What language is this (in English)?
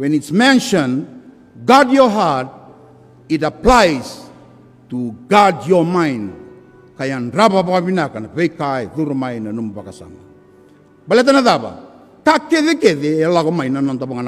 Fijian